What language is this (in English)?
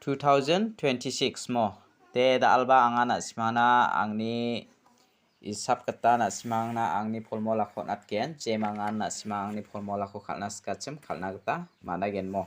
Garo